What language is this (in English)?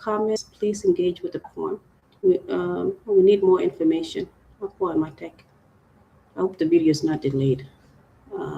Acoli